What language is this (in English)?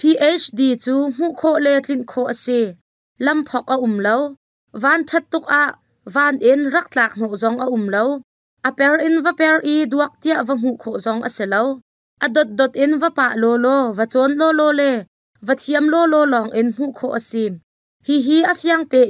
Hakha Chin